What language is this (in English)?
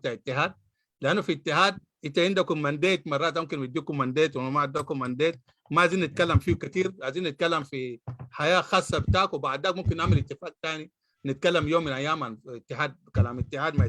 Sudanese Arabic